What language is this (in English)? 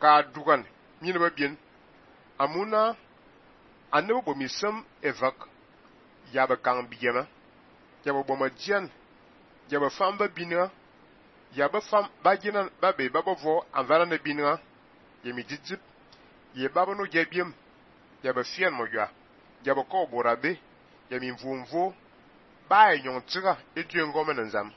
Fang